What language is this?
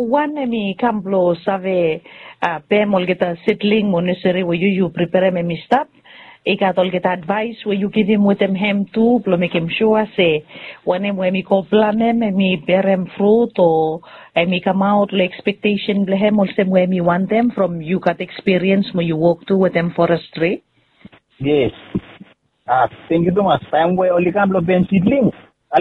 Bislama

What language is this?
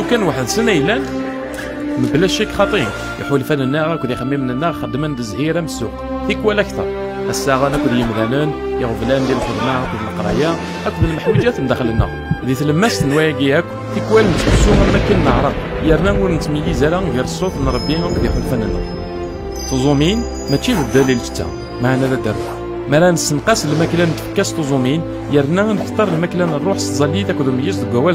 Kabyle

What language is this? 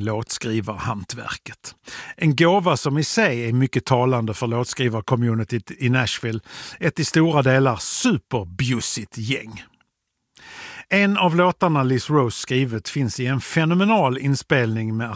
Swedish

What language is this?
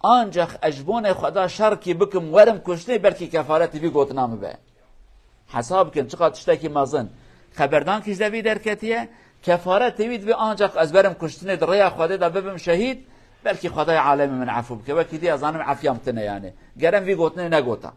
Kurdish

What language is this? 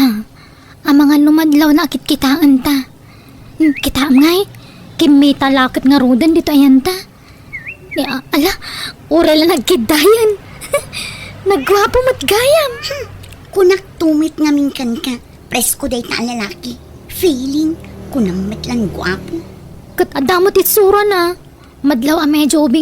Iloko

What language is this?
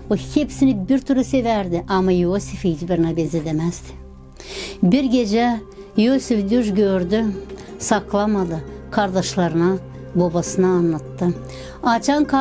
Gagauz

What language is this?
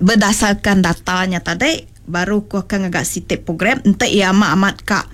Iban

